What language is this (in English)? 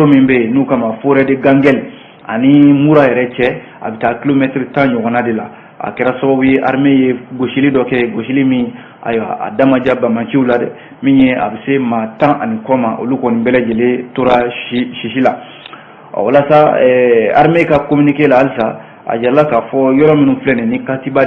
Bambara